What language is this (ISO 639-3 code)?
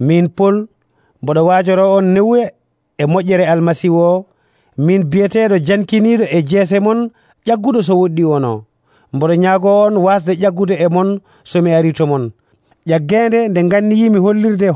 fuv